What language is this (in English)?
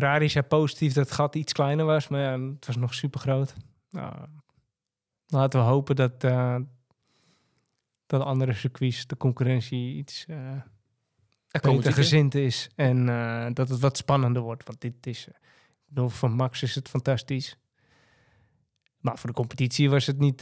Dutch